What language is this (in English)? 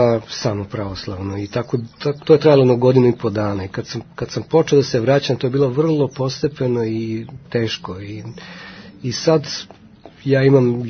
Serbian